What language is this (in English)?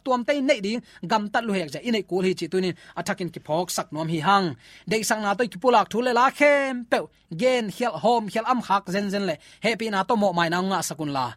Tedim Chin